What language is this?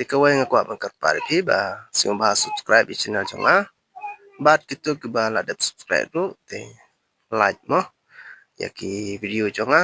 Khasi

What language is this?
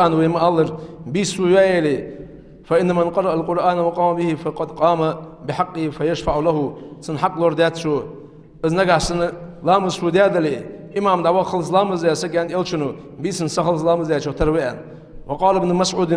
Ingush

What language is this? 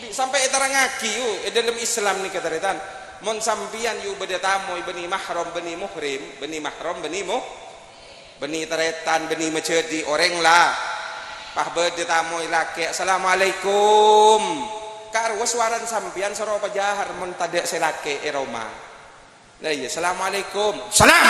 Madurese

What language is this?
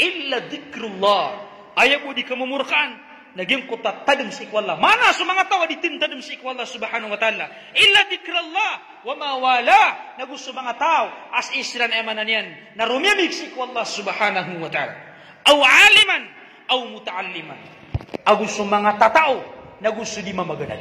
Maranao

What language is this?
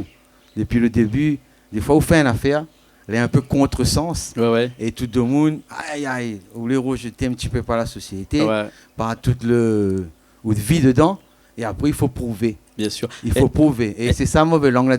Réunion Creole French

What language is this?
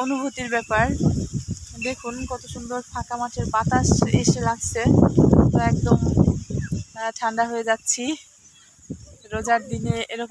Bangla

